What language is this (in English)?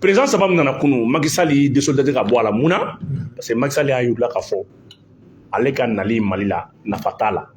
Bambara